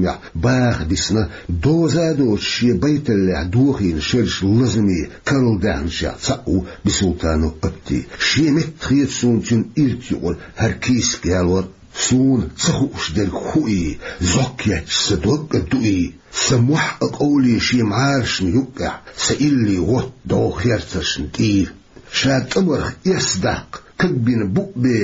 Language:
Chechen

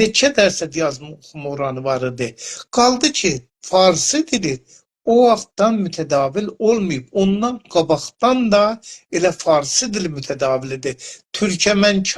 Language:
South Azerbaijani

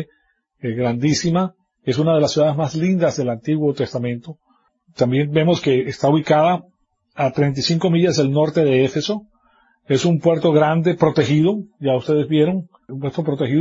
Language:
Spanish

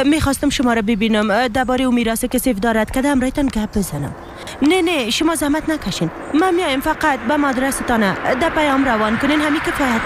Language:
Persian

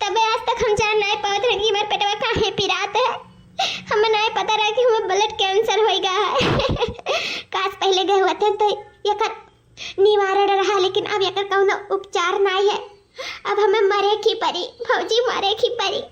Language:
Awadhi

